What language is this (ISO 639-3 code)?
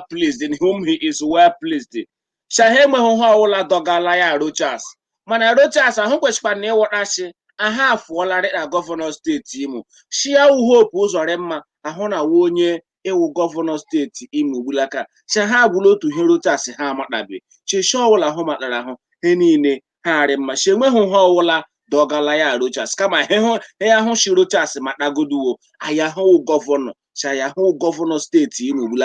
ibo